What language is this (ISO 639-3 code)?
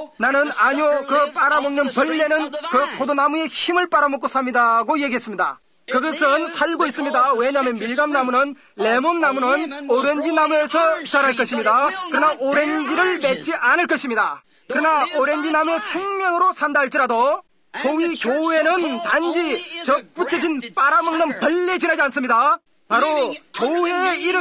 kor